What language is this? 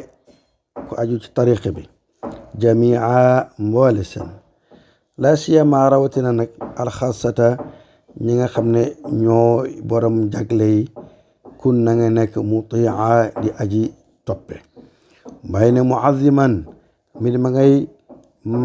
Wolof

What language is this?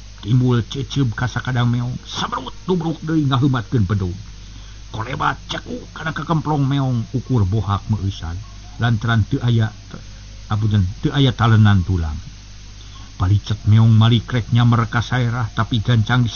Sundanese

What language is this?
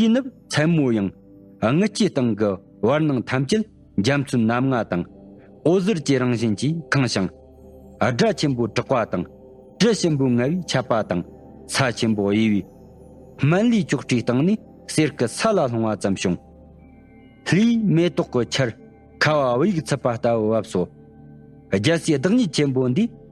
Tibetan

